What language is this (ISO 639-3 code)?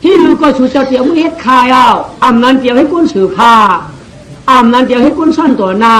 shn